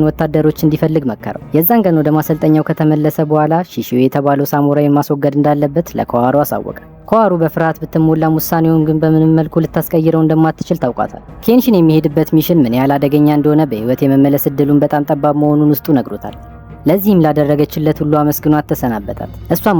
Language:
Amharic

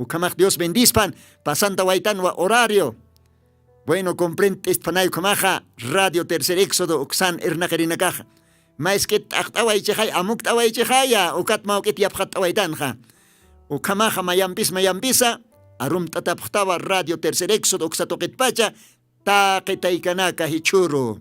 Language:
Aymara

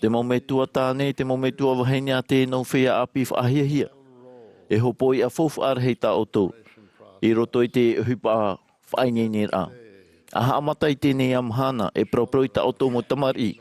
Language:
Tahitian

